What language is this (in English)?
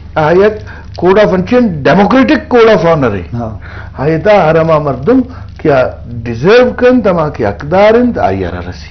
Eastern Balochi